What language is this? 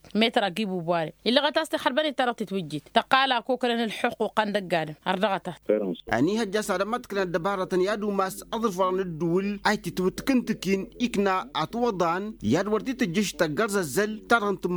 Tamasheq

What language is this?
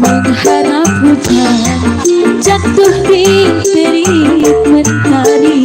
Betawi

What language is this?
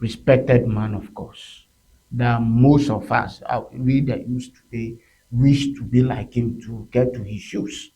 Ewe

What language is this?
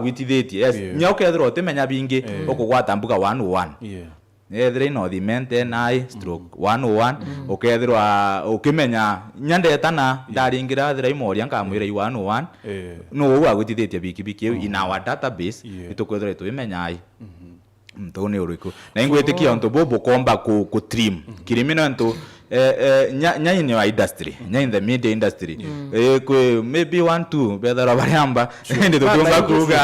Meru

